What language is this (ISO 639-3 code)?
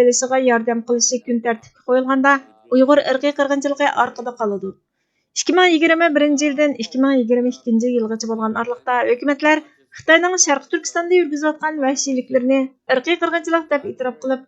uig